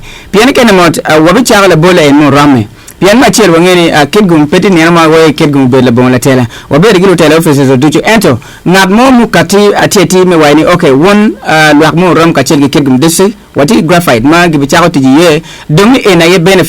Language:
Acoli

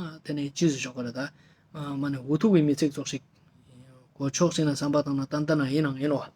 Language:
Ladakhi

